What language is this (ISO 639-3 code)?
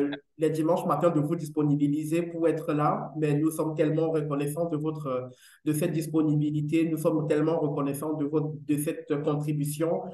fra